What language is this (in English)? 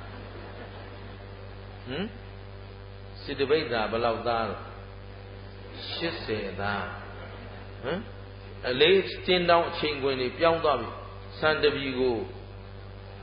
Burmese